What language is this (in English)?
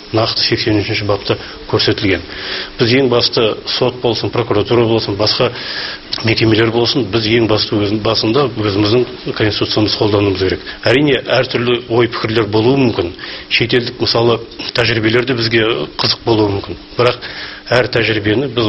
Kazakh